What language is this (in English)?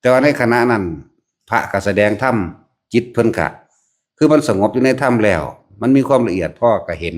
Northeastern Thai